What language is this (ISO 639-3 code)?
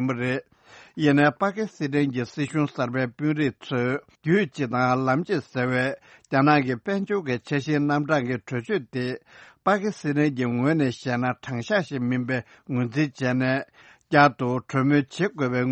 bod